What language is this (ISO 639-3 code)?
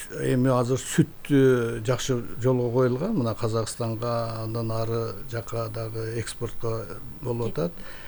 kir